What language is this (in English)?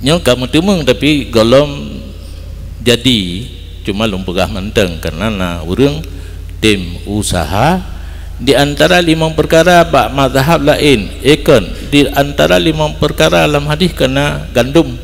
Achinese